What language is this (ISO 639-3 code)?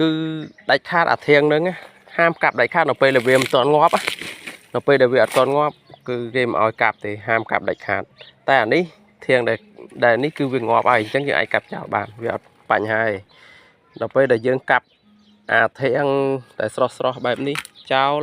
khm